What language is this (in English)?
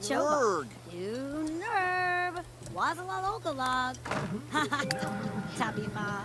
Bavarian